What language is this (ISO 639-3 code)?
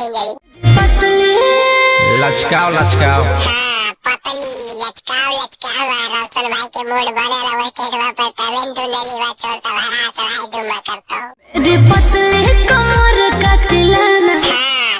mag